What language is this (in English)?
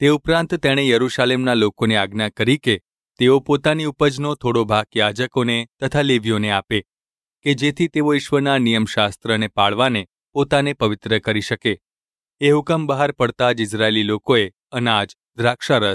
Gujarati